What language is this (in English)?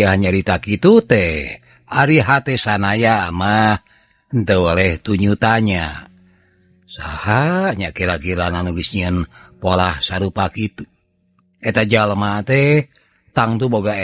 Sundanese